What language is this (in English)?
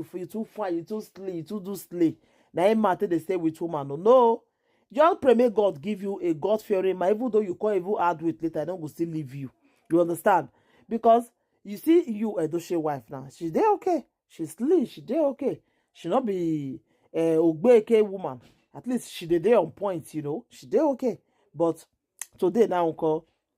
Nigerian Pidgin